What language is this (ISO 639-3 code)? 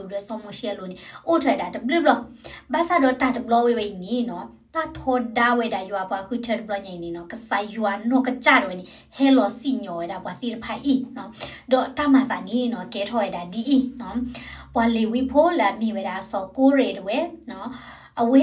ksw